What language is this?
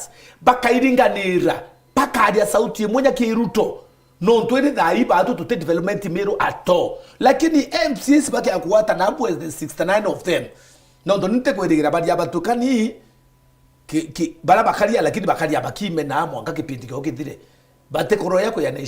Meru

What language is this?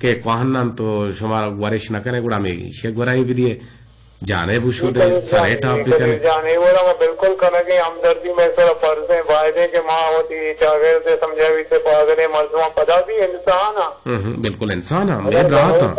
Eastern Balochi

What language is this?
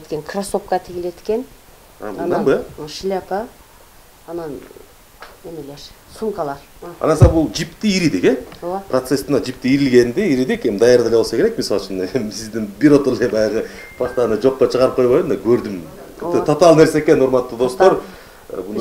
Kyrgyz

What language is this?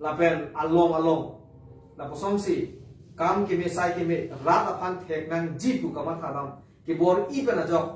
Karbi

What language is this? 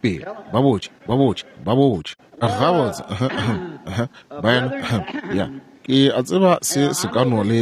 Northern Sotho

